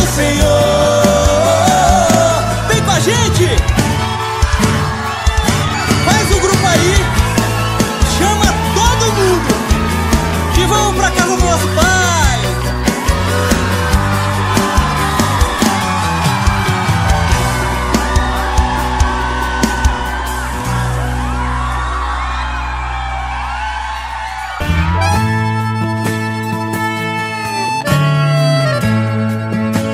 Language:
Portuguese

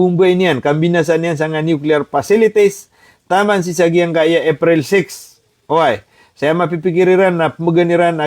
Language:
Maranao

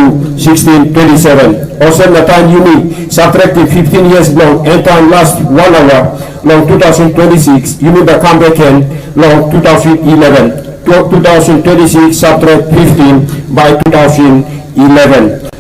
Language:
Tok Pisin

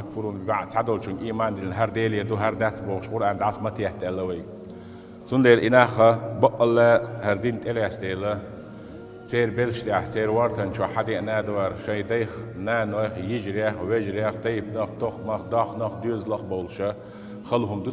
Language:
Chechen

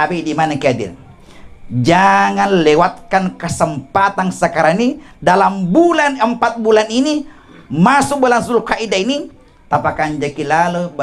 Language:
Buginese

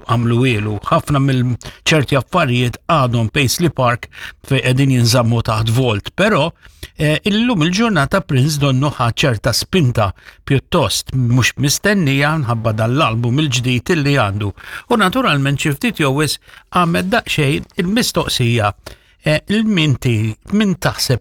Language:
Maltese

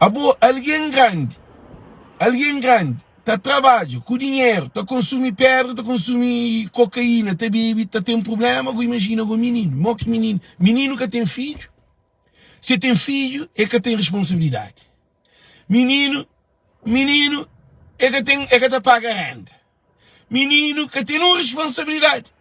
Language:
Kabuverdianu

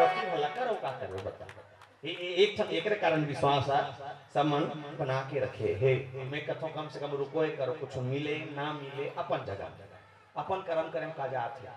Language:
Chhattisgarhi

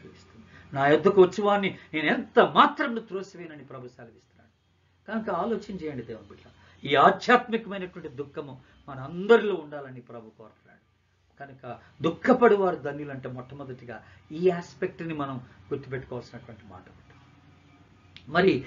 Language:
Telugu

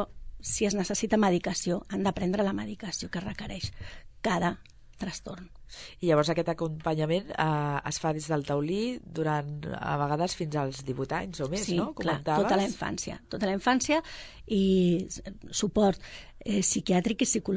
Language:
Catalan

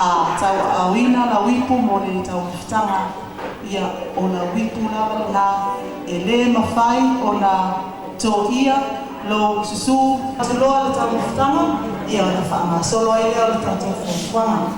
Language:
Samoan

